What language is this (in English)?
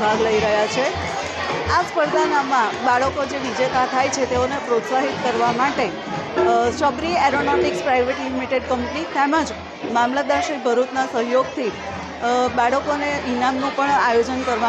Gujarati